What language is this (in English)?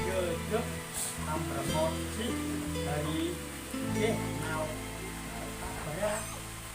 Central Mnong